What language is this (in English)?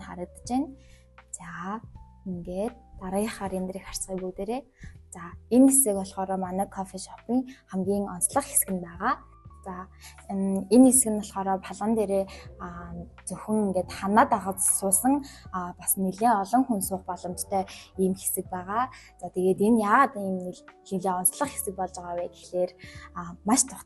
Mongolian